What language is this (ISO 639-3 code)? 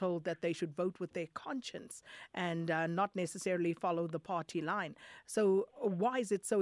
eng